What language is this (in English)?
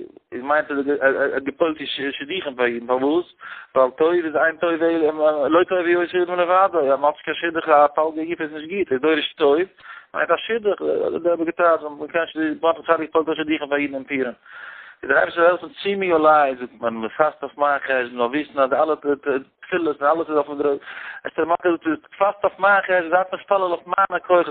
Yiddish